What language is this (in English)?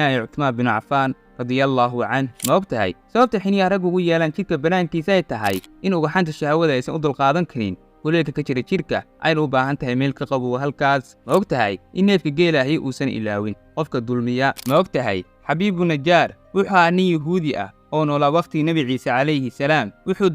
Somali